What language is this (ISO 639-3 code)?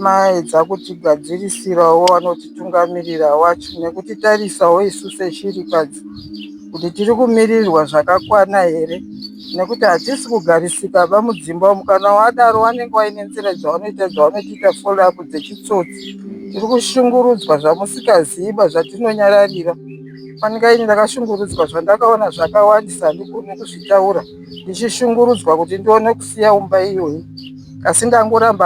sna